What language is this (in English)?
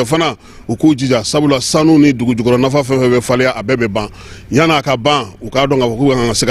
Bambara